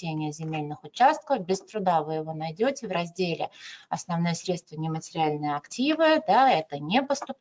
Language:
Russian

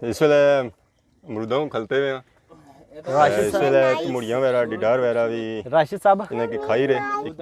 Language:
Pahari-Potwari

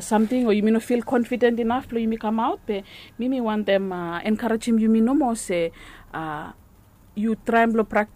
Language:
Bislama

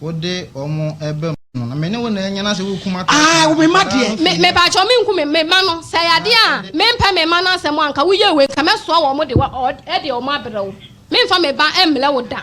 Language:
Akan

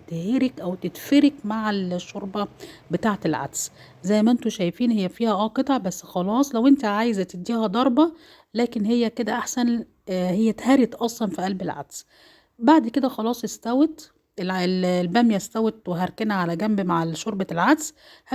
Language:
Egyptian Arabic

